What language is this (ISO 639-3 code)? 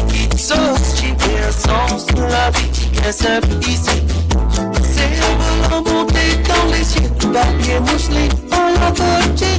mfe